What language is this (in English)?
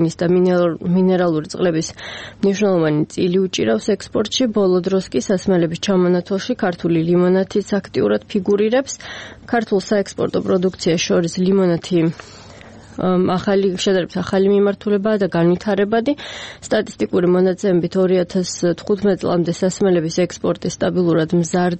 Georgian